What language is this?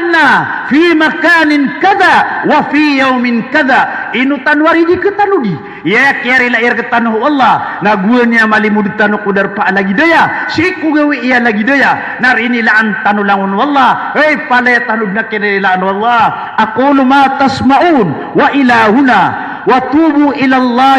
Maranao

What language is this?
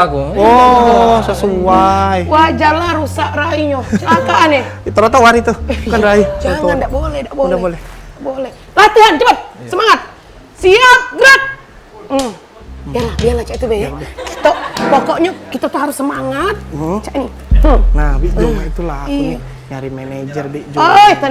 Musi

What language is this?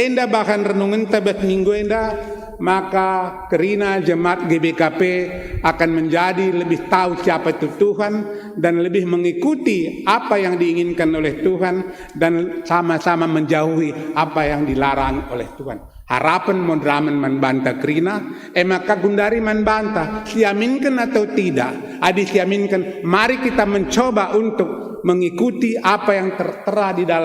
Batak Karo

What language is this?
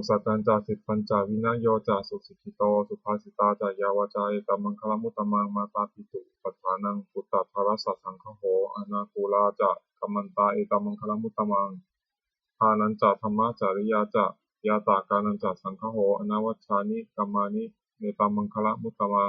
Pali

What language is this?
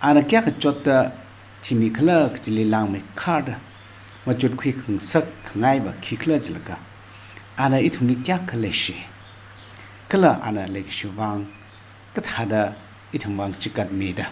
Tangkhul Naga (India)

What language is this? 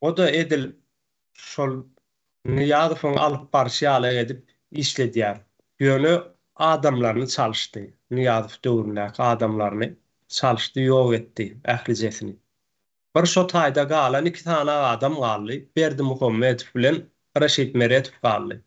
Turkmen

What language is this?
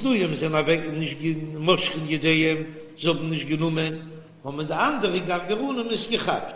Yiddish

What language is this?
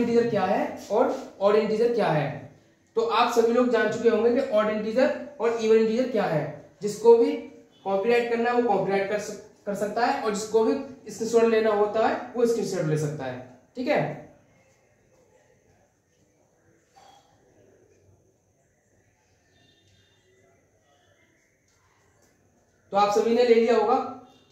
Hindi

